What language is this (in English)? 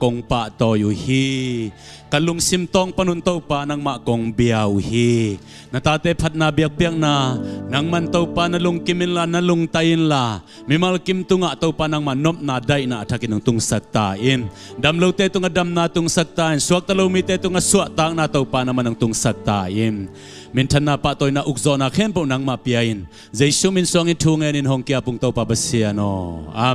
Tedim Chin